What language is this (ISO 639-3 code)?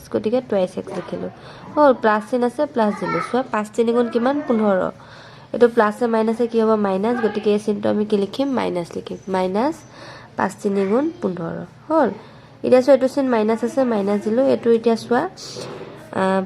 asm